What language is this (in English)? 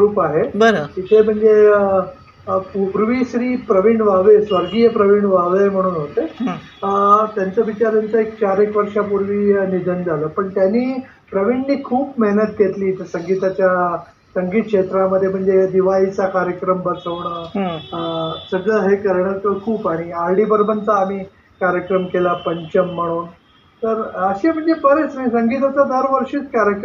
Marathi